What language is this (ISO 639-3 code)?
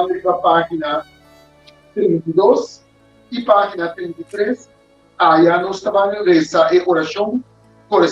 pap